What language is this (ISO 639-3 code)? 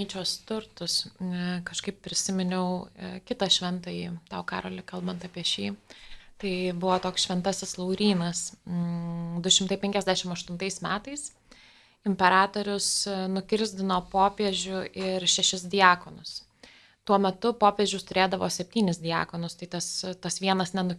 lit